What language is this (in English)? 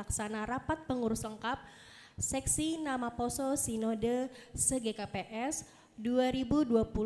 Batak Simalungun